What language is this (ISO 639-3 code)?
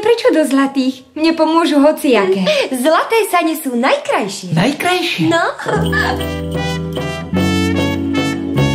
slk